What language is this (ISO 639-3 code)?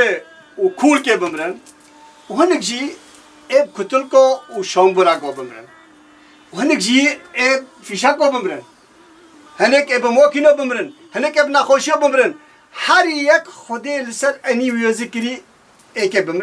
kur